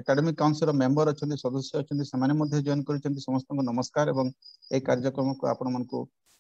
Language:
Odia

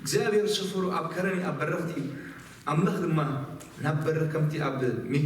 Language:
Tigrinya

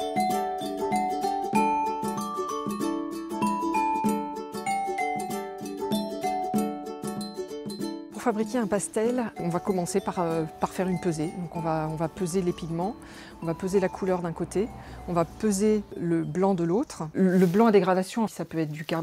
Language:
French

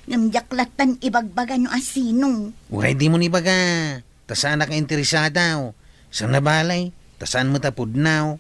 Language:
Iloko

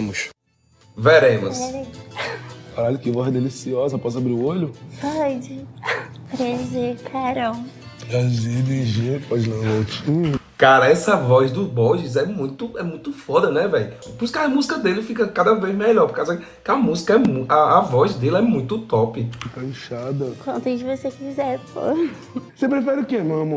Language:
Portuguese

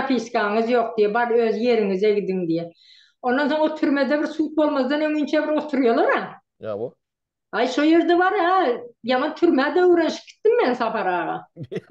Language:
Turkmen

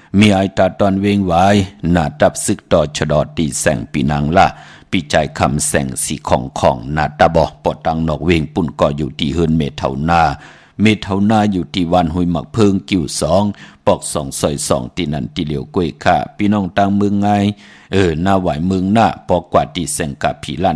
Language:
Shan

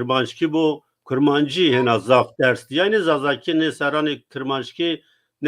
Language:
Zaza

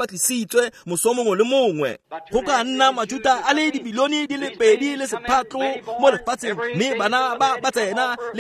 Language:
Tswana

